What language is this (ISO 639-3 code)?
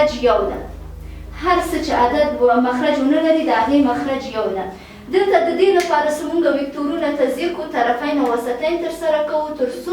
pus